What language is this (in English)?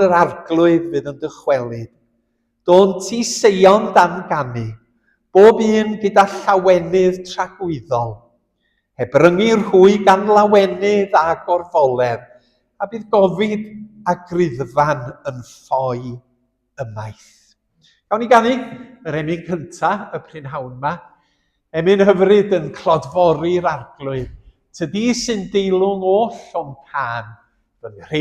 Welsh